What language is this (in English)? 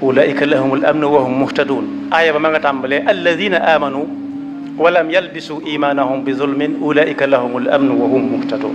Wolof